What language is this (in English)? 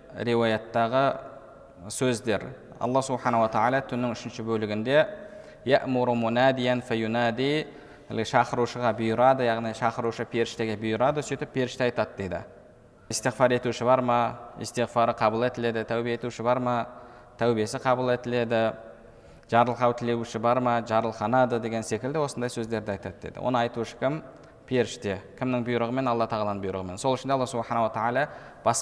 Kazakh